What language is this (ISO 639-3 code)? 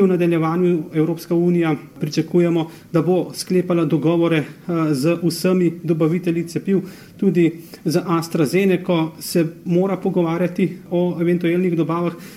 slv